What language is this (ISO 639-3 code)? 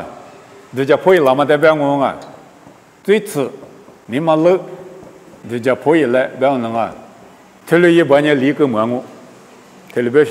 lis